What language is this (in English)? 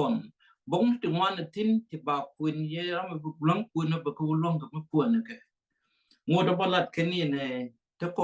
Nuer